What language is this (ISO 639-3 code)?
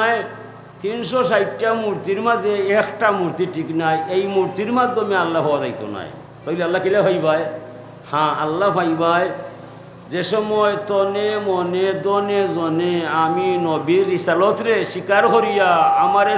syl